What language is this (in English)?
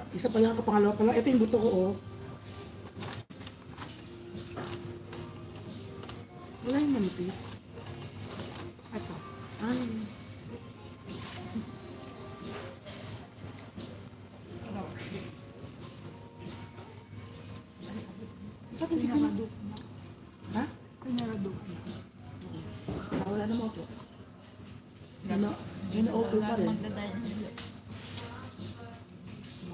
Filipino